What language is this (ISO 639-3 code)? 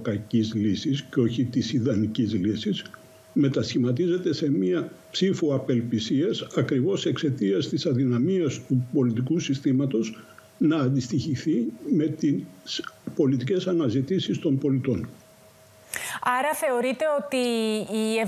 ell